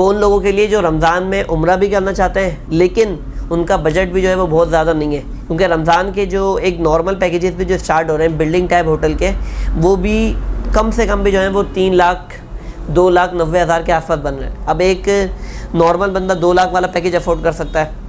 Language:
Hindi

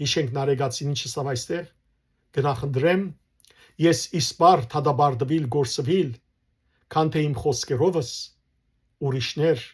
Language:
Western Armenian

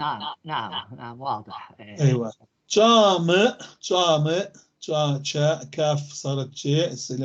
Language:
North Levantine Arabic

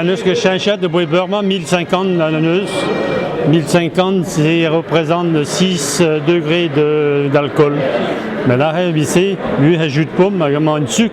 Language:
Breton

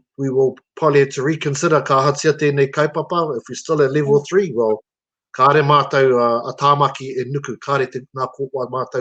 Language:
Māori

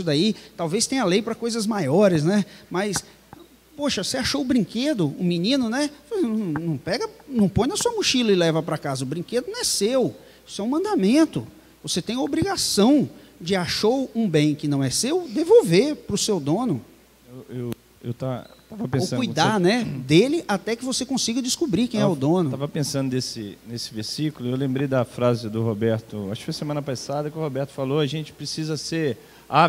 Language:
Portuguese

